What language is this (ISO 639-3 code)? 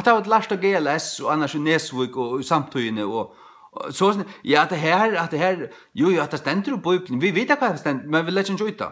fao